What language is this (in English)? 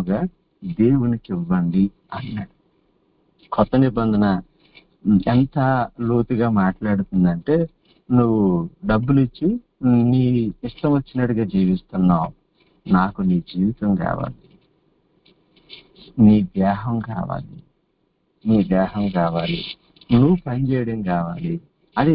Telugu